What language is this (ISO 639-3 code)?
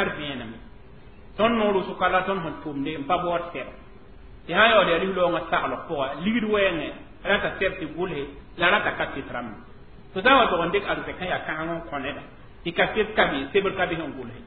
mos